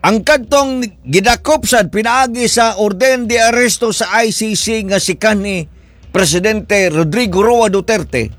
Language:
Cebuano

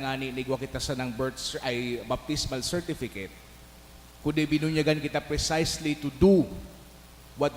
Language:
Bikol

